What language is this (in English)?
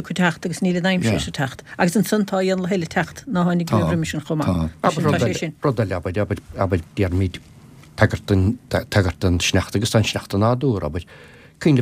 Irish